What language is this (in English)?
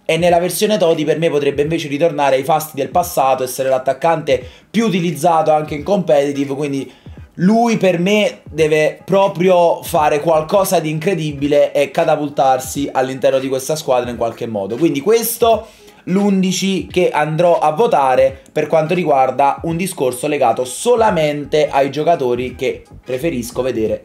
Italian